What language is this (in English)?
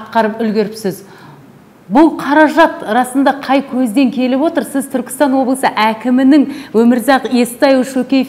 Kazakh